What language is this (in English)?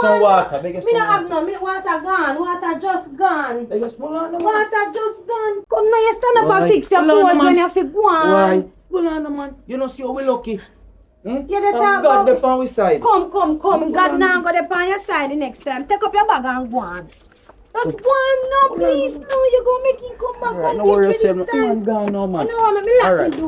Jamaican Creole English